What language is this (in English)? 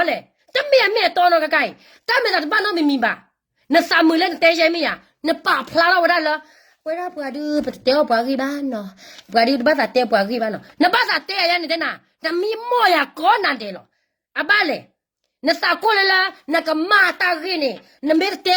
S'gaw Karen